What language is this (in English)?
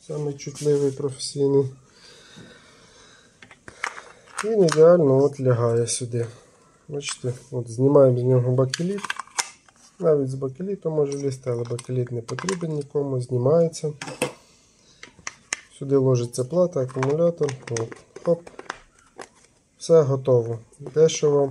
Ukrainian